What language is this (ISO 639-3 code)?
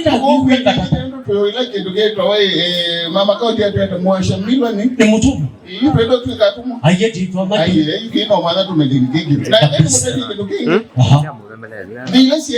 kam